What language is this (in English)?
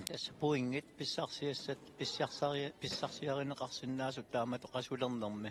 Kalaallisut